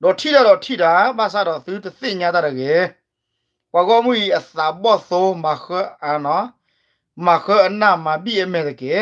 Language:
S'gaw Karen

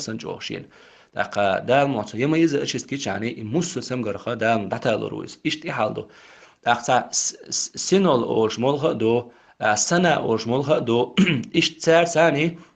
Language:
Chechen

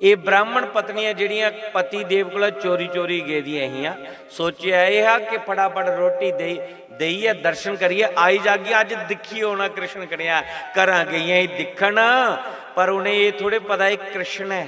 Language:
Dogri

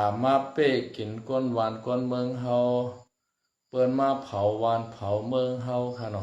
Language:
Shan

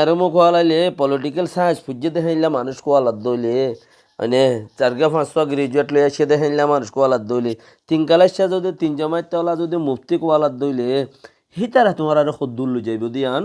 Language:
Rohingya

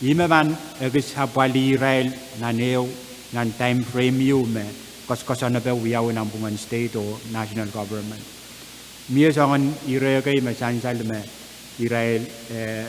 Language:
Pohnpeian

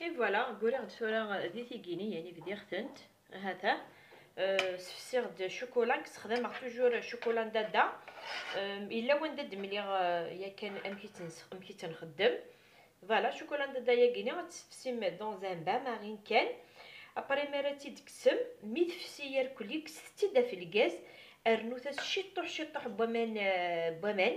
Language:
Kabyle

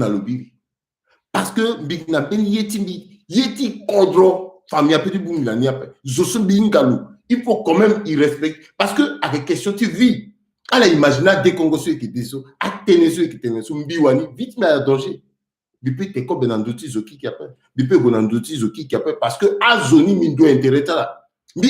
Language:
Sango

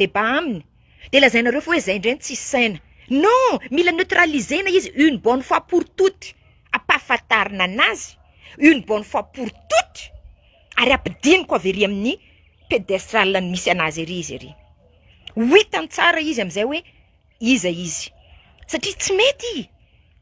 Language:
Malagasy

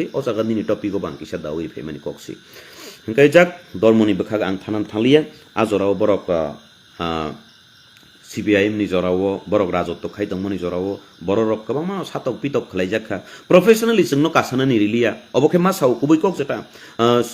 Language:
Kok Borok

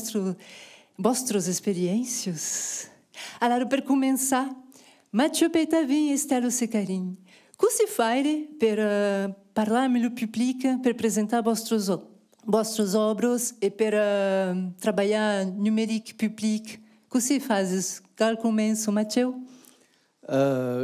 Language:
Occitan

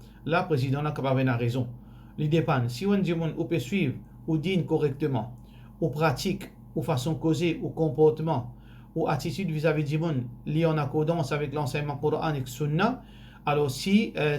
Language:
Morisyen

